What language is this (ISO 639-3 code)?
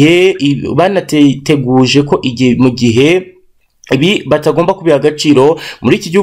kin